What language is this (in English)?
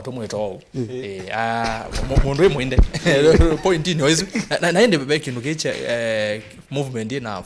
Kamba